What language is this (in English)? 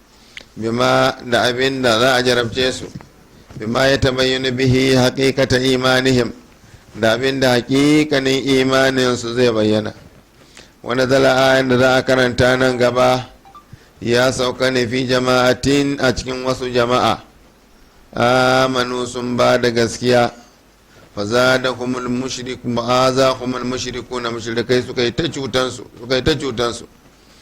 Hausa